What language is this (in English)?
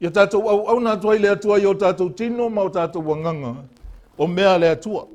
Samoan